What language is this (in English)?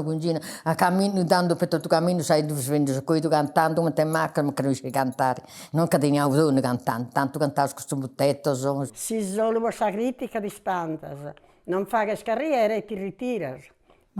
Sardinian